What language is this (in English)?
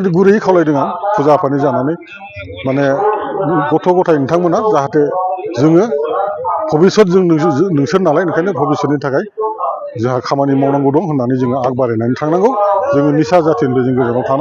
Bodo